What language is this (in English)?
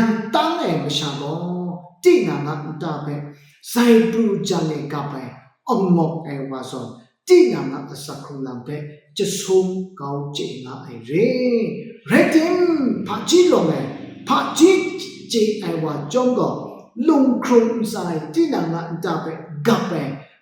Kachin